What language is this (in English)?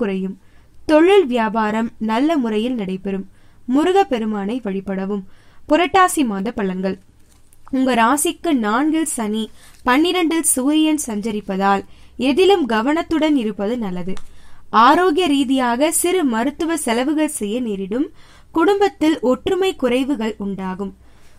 Tamil